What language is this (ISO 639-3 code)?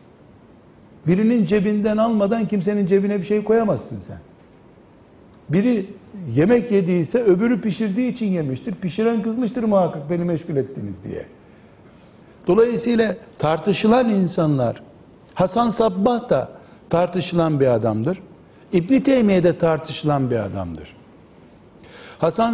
tur